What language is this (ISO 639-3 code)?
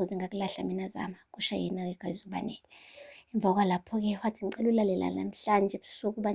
zul